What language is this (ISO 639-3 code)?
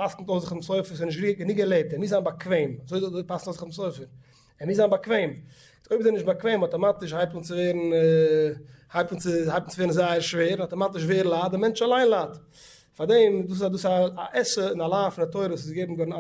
yid